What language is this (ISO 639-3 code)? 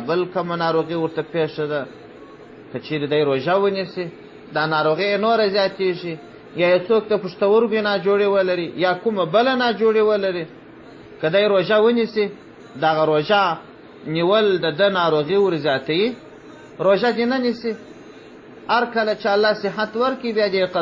pus